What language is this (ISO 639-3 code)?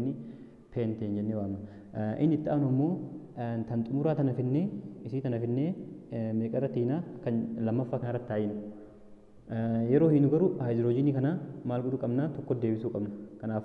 orm